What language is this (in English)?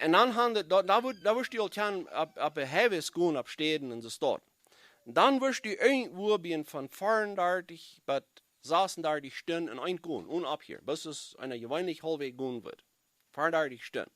Plautdietsch